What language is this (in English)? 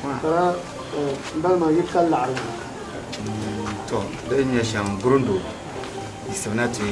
Dagbani